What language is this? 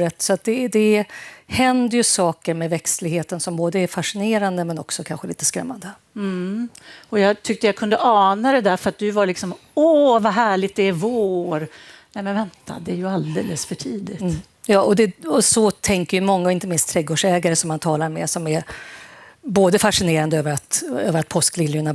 Swedish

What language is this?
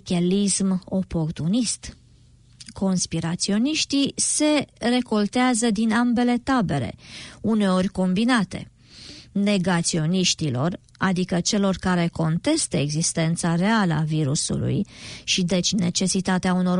Romanian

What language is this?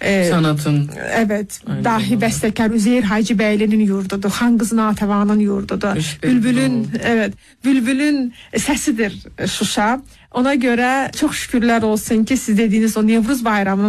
Turkish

